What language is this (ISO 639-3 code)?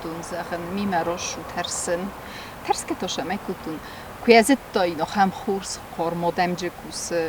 oss